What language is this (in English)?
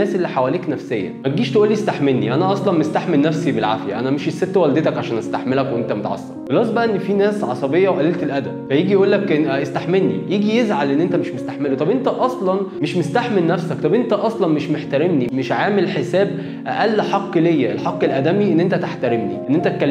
Egyptian Arabic